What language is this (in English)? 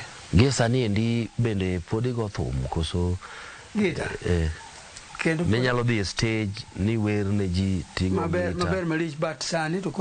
Luo (Kenya and Tanzania)